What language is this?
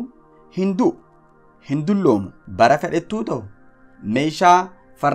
Oromo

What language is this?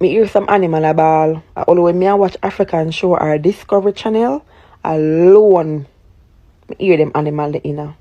Jamaican Creole English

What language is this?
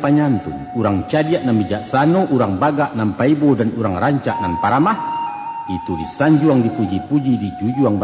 Minangkabau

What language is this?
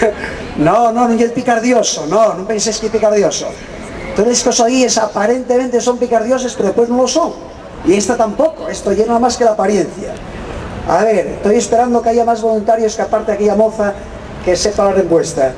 Asturian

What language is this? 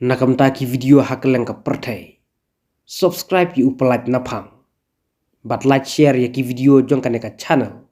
Khasi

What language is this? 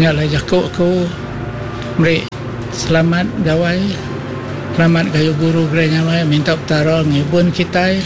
Iban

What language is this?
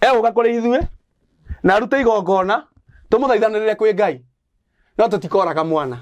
Kikuyu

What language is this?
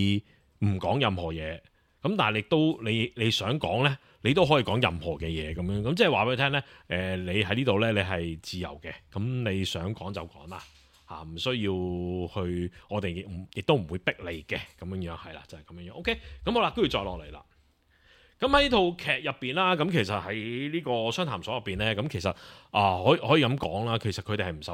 Cantonese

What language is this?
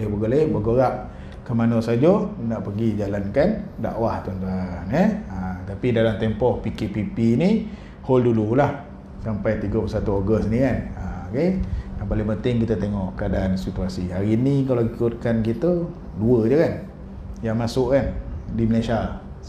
Malay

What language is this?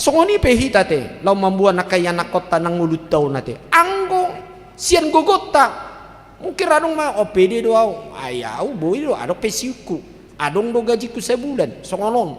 Batak Toba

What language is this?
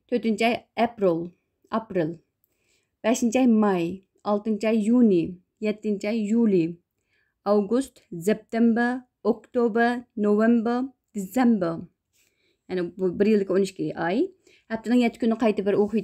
Uyghur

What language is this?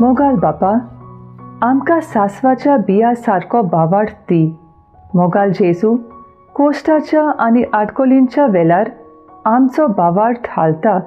Konkani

